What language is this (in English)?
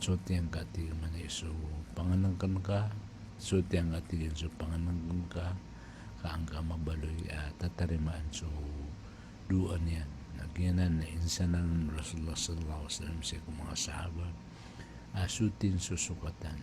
Maranao